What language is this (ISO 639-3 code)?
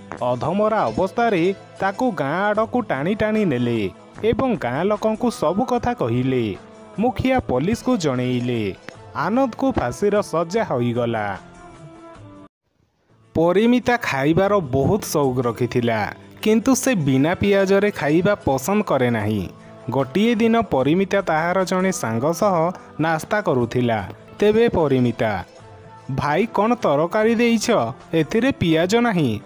ori